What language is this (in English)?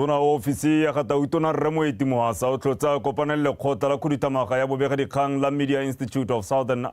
Tswana